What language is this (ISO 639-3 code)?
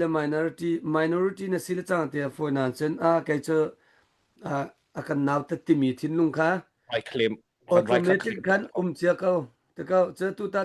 cnh